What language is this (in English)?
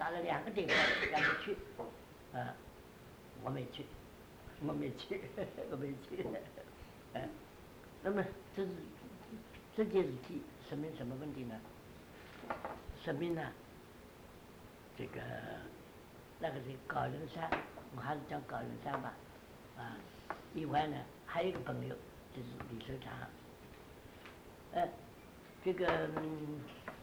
Chinese